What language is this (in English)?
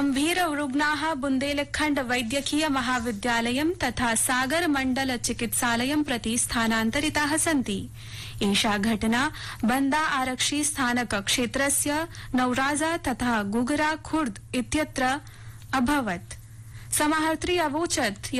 Sanskrit